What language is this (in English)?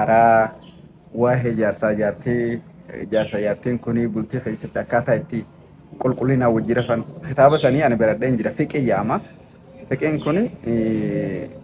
Oromo